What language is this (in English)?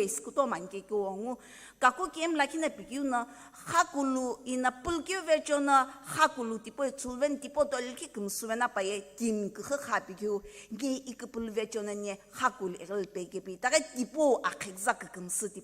Sumi Naga